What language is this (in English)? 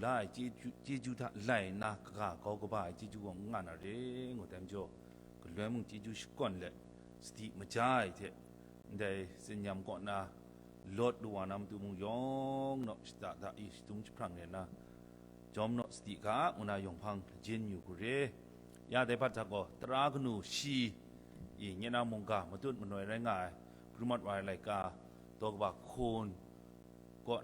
Kachin